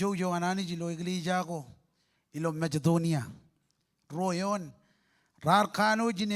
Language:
Marshallese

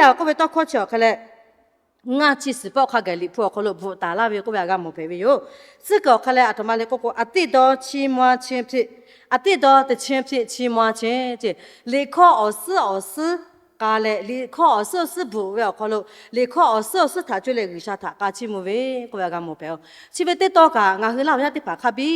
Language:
Lahu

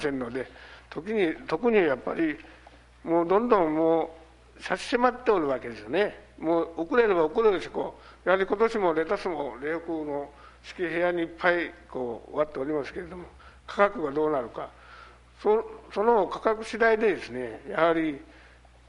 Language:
Japanese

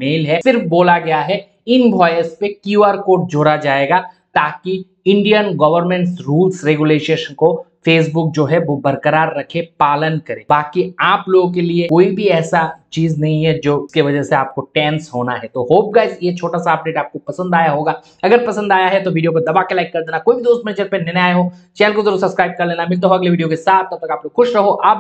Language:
Hindi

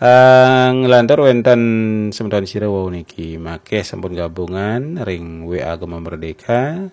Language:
Balinese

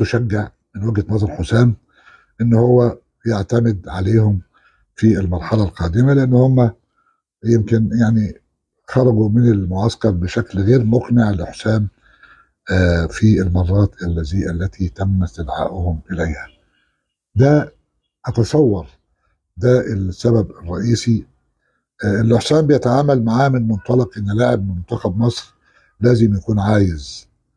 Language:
Egyptian Arabic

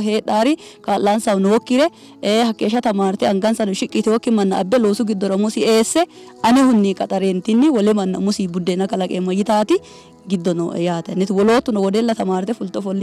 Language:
Sidamo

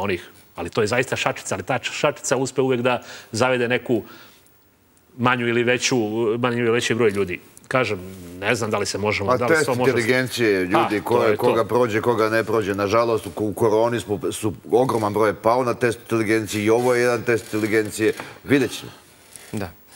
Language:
Serbian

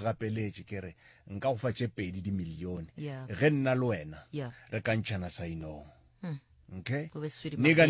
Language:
Northern Sotho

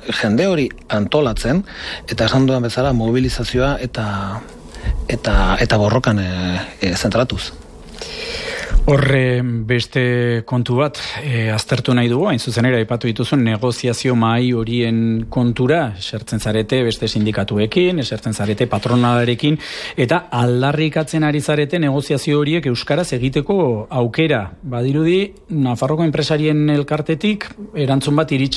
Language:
Basque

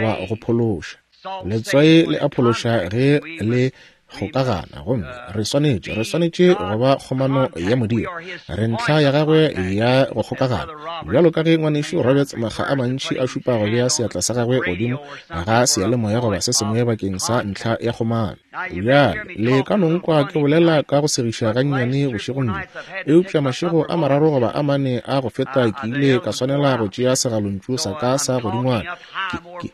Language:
Northern Sotho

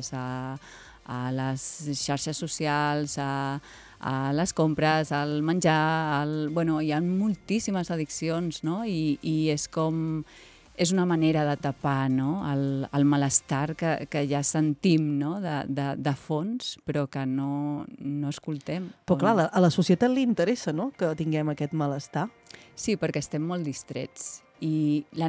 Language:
Catalan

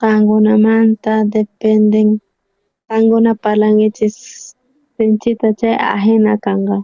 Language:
South Bolivian Quechua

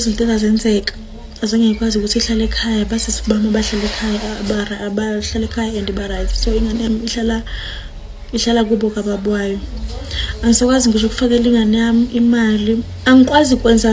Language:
Zulu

